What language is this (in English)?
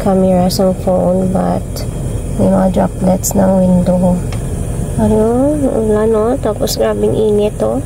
Hiligaynon